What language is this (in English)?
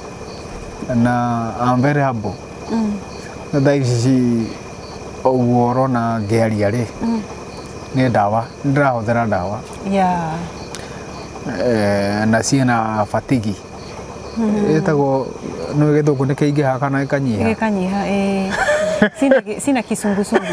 Kikuyu